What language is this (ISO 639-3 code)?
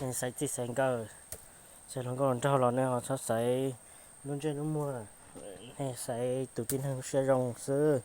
hmn